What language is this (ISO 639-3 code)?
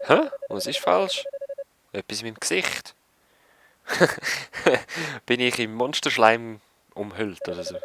gsw